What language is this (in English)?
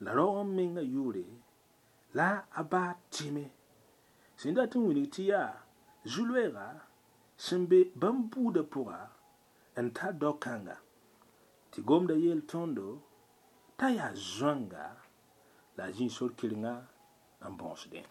Mossi